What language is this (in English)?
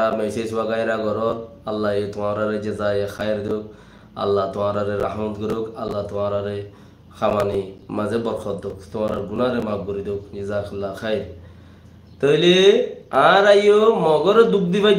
Rohingya